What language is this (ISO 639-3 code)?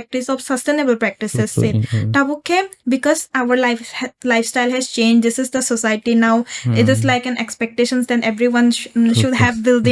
trp